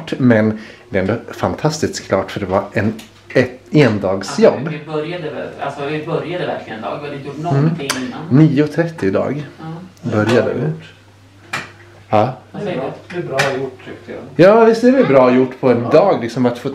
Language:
Swedish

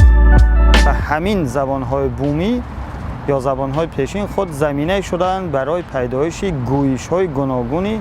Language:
Tajik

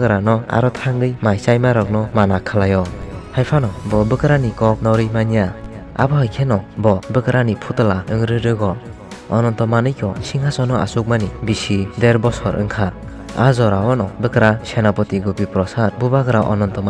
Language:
Kok Borok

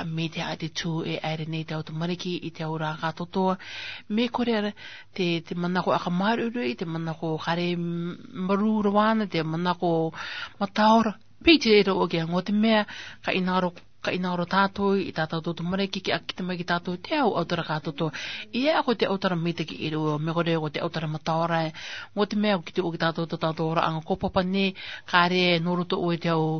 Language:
Malagasy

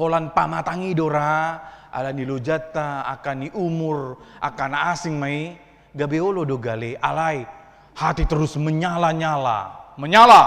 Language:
Batak Toba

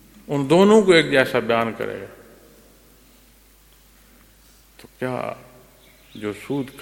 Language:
Urdu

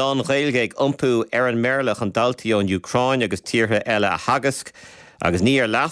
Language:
Irish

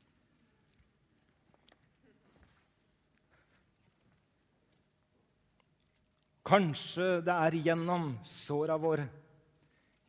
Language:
Norwegian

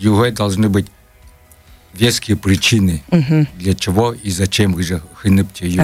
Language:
Buriat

